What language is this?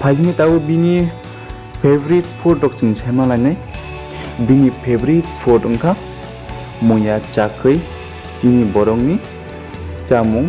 Kok Borok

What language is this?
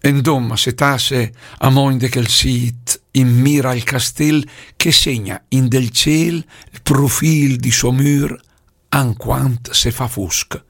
Lombard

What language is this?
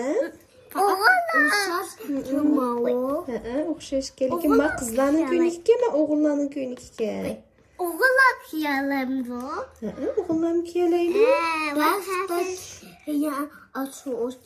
Uyghur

